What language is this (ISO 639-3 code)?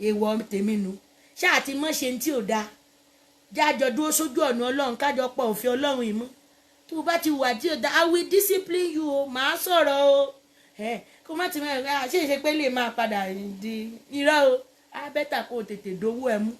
yor